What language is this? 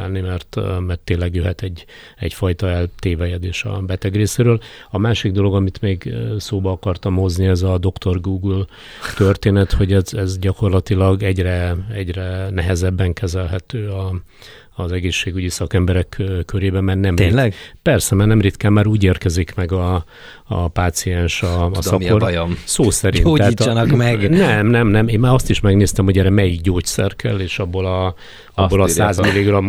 Hungarian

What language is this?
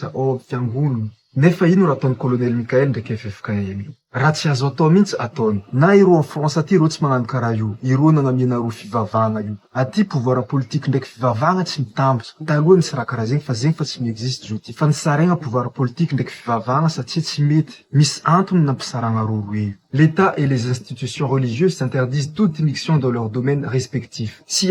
Malagasy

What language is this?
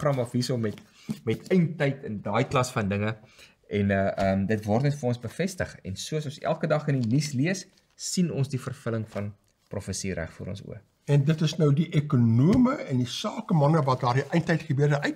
Afrikaans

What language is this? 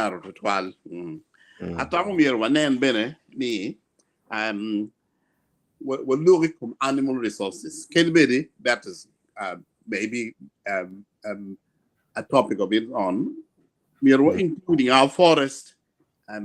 Acoli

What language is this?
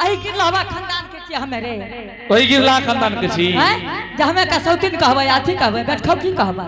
Angika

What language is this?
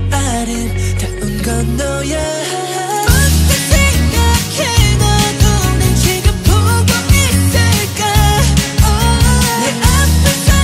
Korean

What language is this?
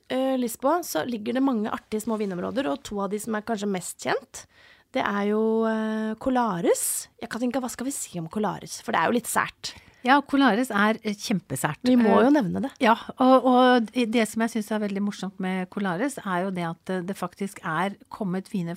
Norwegian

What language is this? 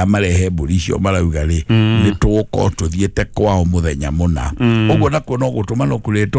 Kikuyu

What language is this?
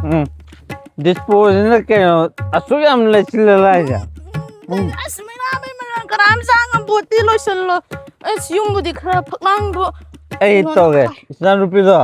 Manipuri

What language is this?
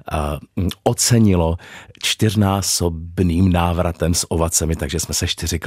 Czech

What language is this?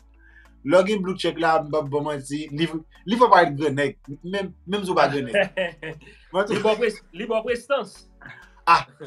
Haitian Creole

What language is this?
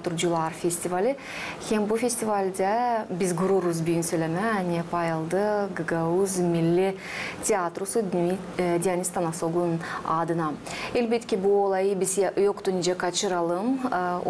Gagauz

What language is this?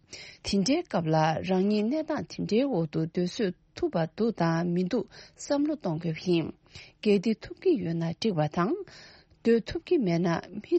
Tibetan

